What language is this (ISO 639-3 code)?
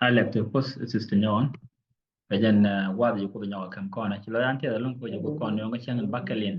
nus